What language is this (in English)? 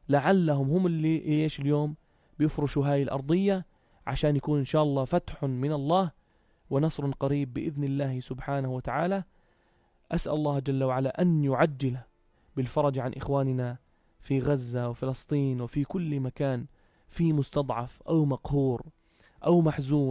North Levantine Arabic